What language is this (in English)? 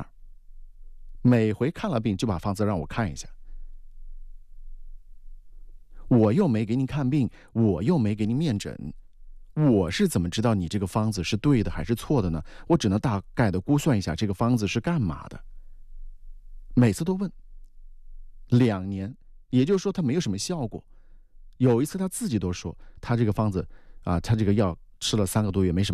Chinese